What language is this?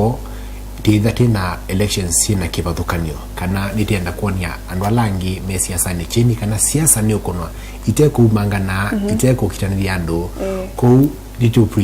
Kamba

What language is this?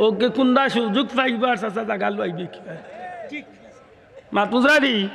Sylheti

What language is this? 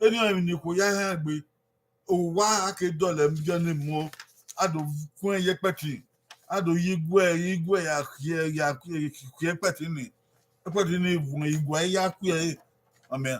Bini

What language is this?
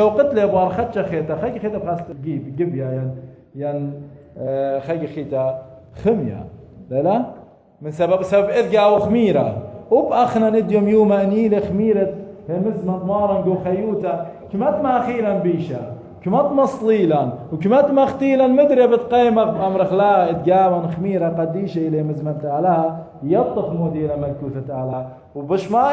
Assyrian Neo-Aramaic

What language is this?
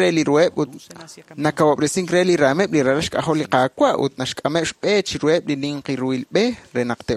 Kekchí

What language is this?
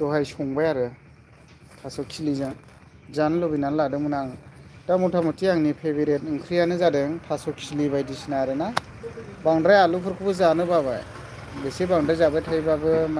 Bodo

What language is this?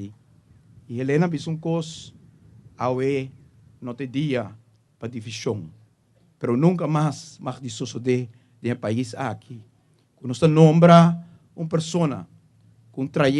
Papiamento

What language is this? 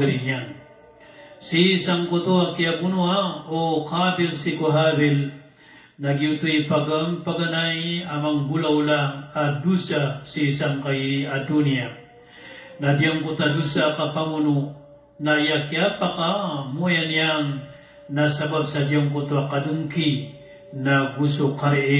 Maranao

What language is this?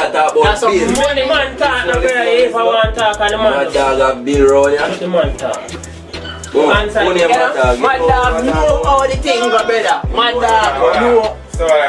Jamaican Creole English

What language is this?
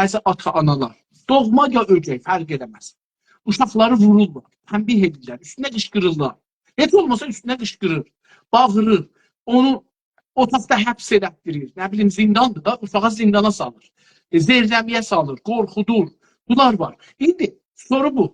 South Azerbaijani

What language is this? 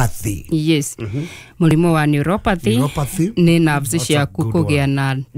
Kikuyu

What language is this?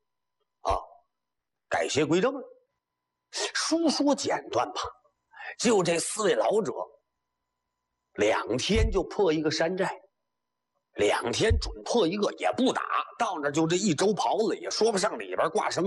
Chinese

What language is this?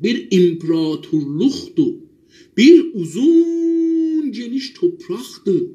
South Azerbaijani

